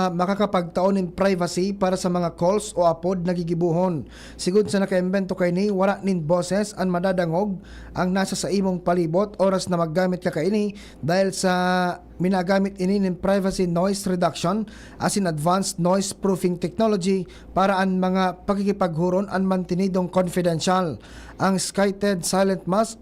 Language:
Bikol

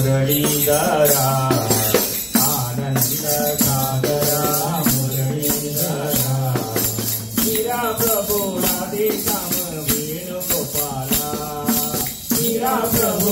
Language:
Malayalam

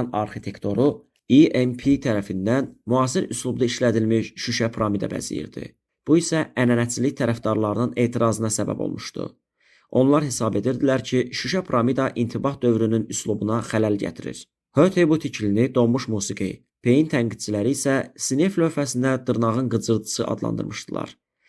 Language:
Azerbaijani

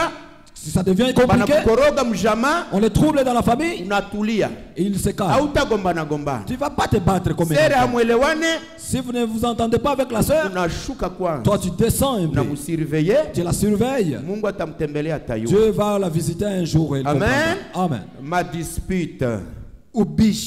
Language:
Swahili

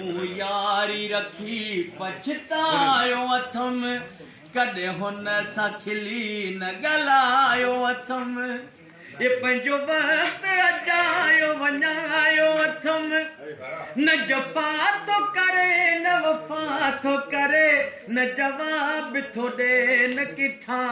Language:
Sindhi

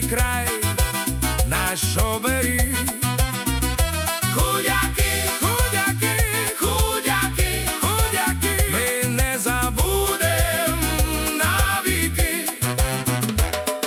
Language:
Ukrainian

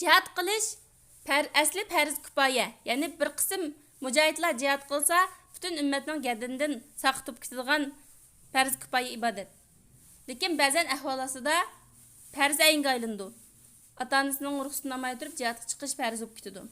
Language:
Uyghur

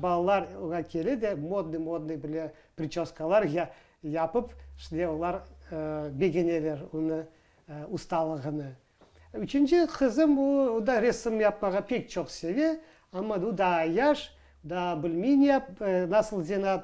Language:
Crimean Tatar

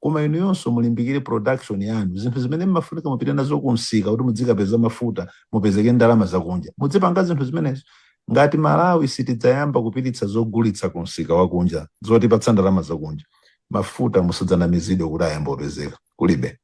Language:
Nyanja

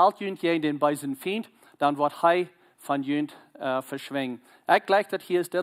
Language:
Plautdietsch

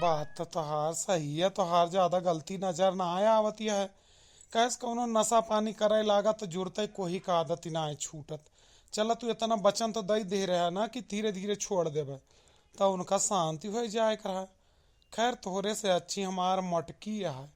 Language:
Awadhi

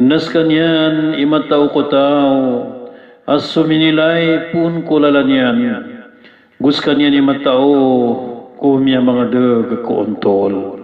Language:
Maranao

